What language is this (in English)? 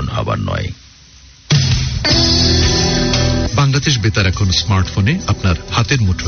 Bangla